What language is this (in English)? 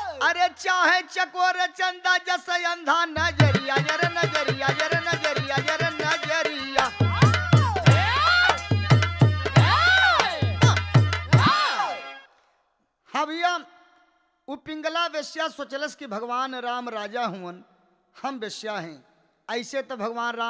Bhojpuri